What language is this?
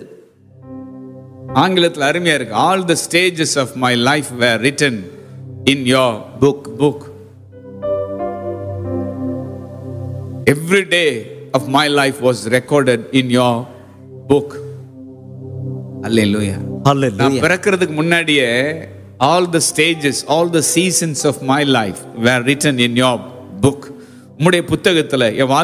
Tamil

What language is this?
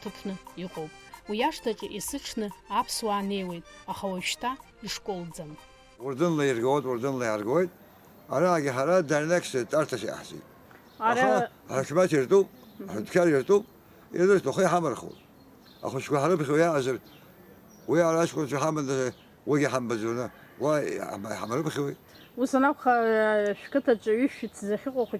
Abkhazian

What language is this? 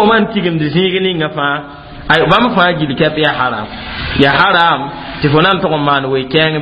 Mossi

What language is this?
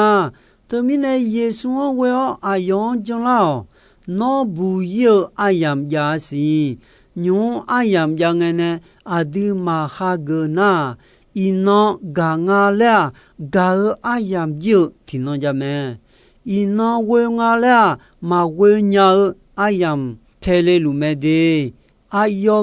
Akha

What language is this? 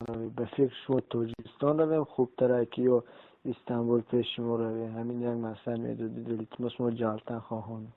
Tajik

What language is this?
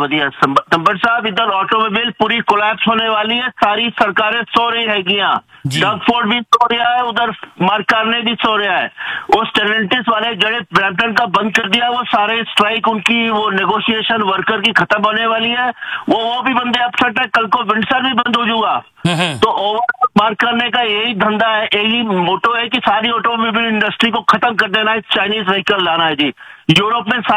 Punjabi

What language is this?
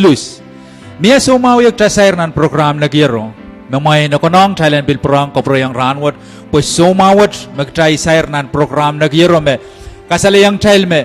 Pohnpeian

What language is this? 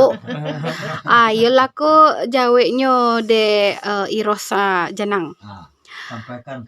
Minangkabau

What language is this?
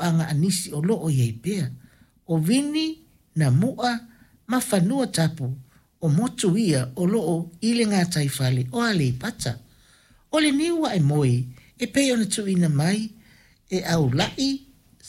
Samoan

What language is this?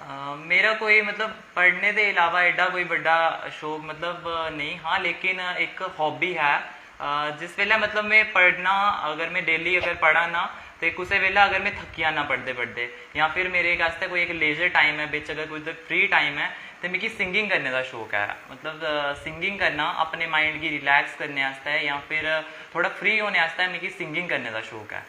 Dogri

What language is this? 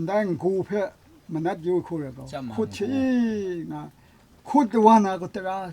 Kachin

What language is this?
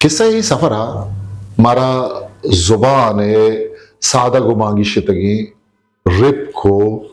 Eastern Balochi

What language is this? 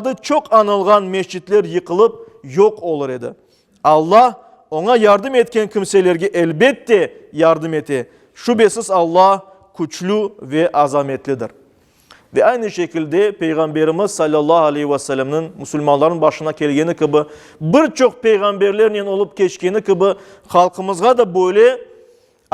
Crimean Tatar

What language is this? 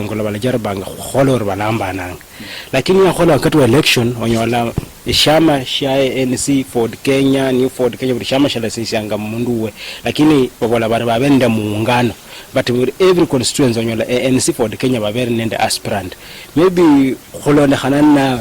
Luyia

